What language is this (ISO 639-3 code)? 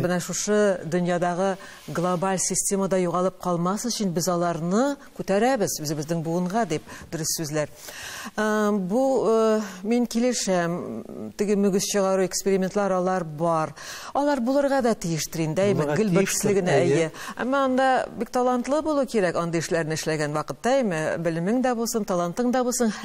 tat